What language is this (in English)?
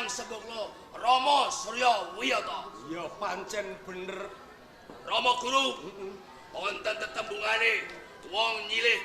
Javanese